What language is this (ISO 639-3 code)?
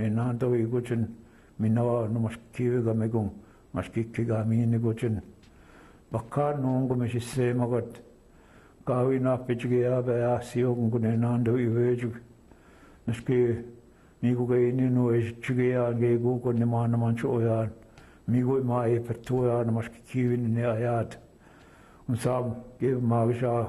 ciw